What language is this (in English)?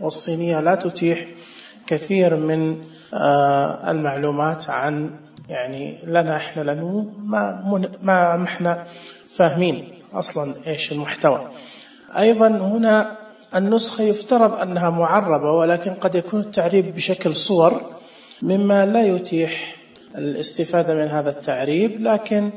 Najdi Arabic